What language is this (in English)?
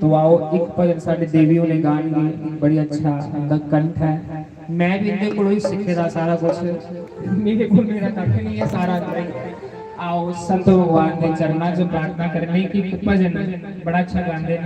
Dogri